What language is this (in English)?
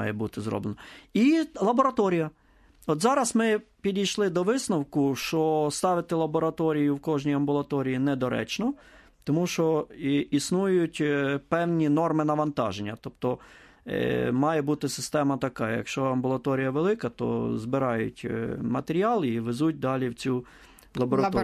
Ukrainian